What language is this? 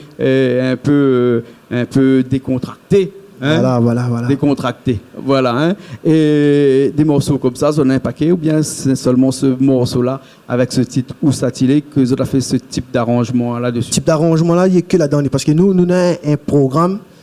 Réunion Creole French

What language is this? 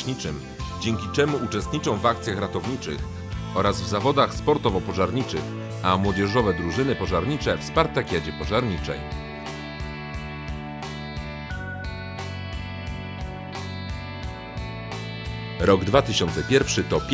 Polish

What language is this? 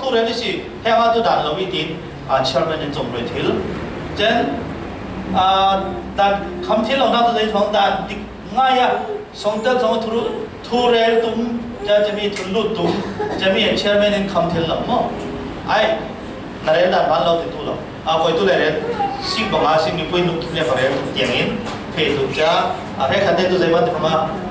Falam Chin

